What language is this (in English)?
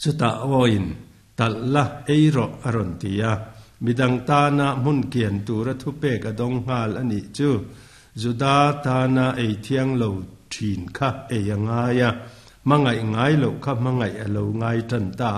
Mizo